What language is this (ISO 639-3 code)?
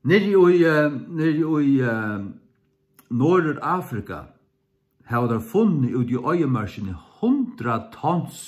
fao